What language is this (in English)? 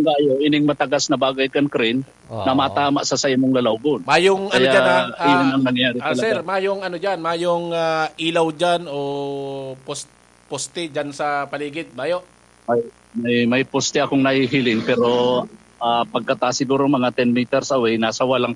Bikol